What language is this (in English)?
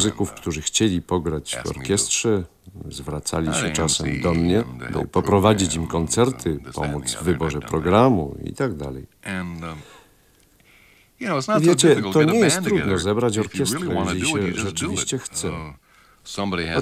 Polish